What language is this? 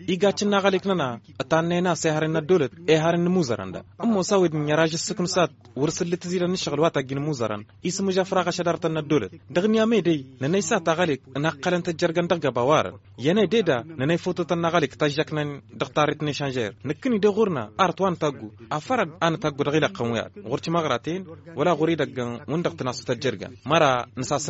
Tamasheq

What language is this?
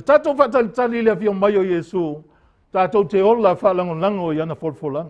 Samoan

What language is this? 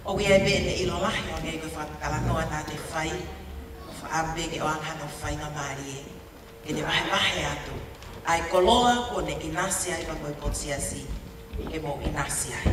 Tongan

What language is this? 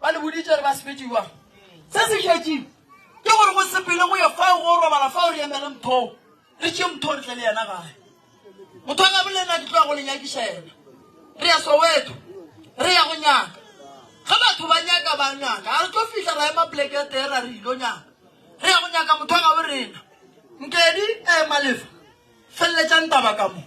Northern Sotho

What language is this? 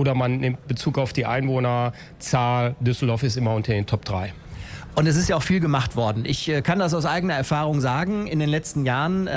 German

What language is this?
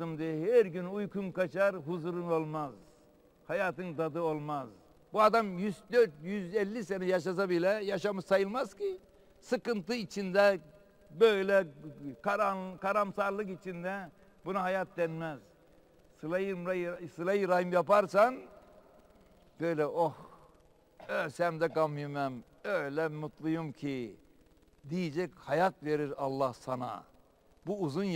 Turkish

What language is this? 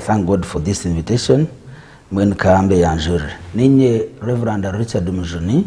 Nyankole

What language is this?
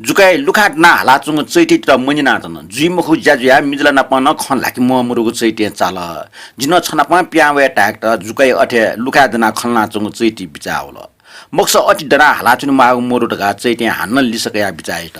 Newari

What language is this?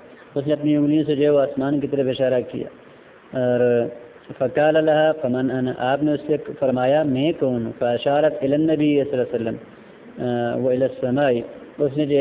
Urdu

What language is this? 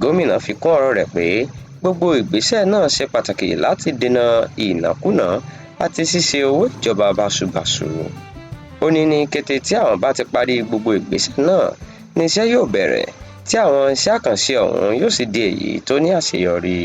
Yoruba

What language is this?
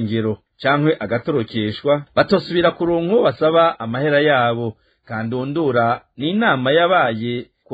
Rundi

